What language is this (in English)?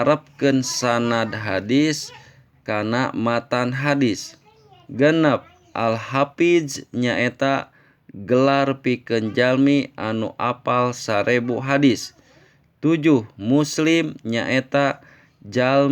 Sundanese